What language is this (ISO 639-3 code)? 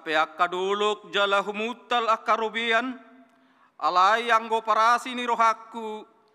bbc